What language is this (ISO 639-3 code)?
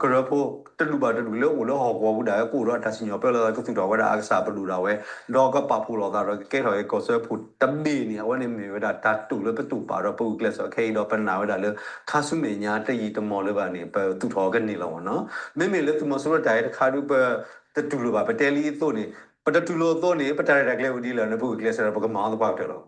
ksw